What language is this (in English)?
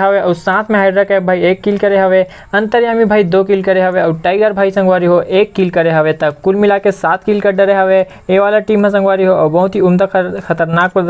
Chhattisgarhi